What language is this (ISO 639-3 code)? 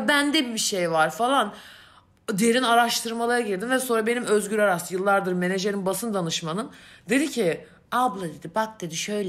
tur